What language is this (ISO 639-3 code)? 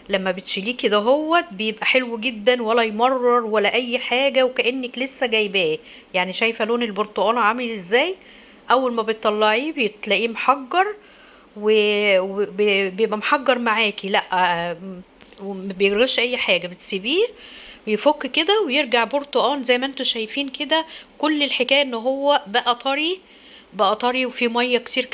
arz